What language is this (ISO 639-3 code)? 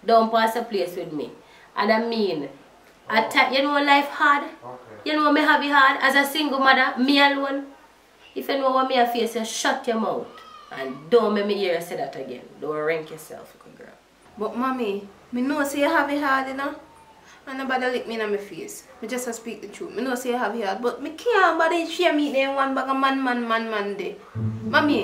jam